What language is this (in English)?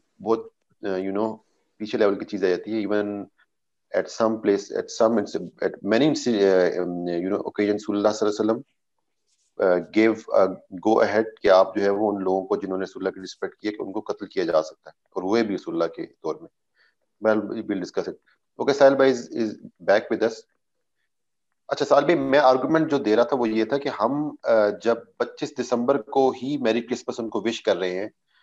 Urdu